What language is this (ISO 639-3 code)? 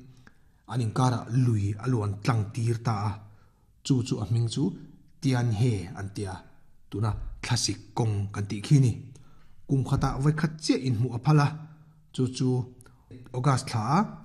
lus